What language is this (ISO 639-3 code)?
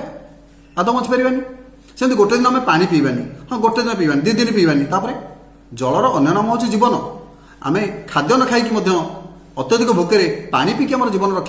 ori